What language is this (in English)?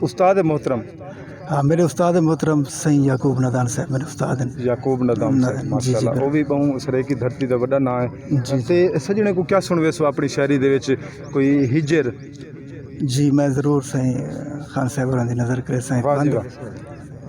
Saraiki